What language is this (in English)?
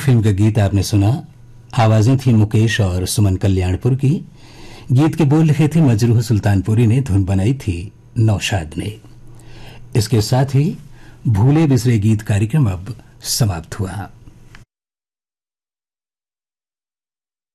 Hindi